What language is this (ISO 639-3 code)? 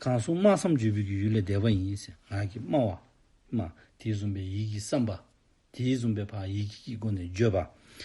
dzo